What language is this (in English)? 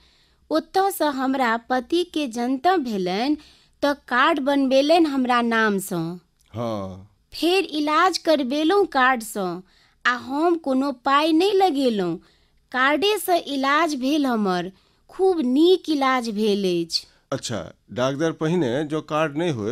Maithili